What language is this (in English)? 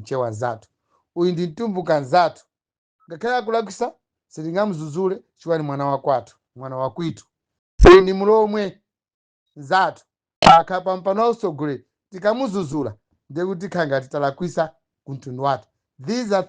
Nyanja